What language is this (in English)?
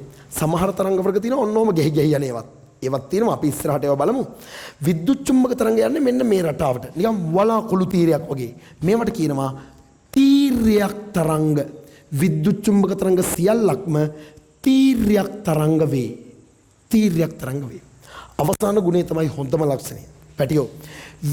Sinhala